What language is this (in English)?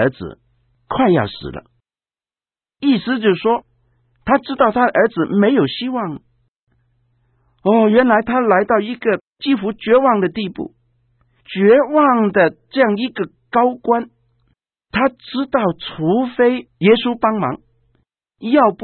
Chinese